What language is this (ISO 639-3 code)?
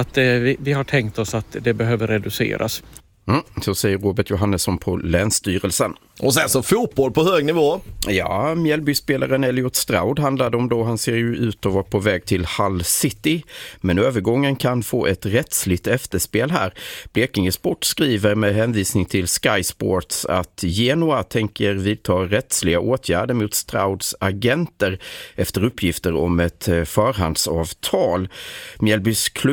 swe